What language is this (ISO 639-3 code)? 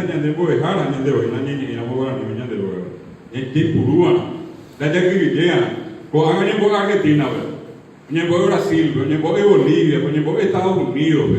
grn